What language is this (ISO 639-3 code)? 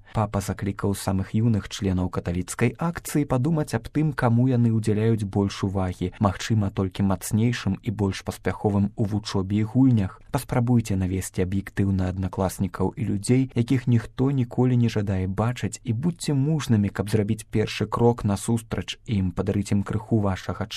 bel